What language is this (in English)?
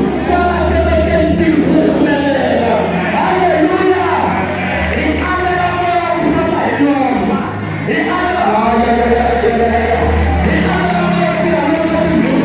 Tsonga